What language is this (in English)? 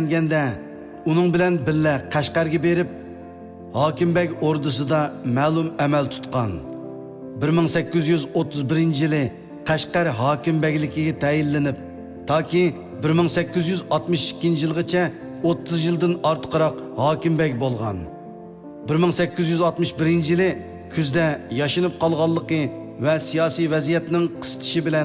Uyghur